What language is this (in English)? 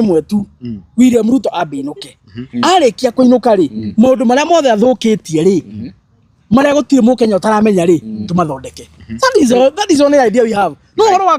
Kikuyu